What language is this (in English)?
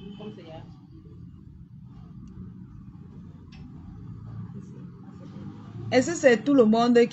French